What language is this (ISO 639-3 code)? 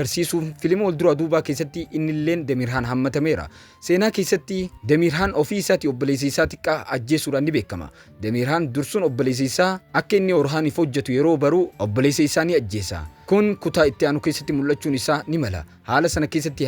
orm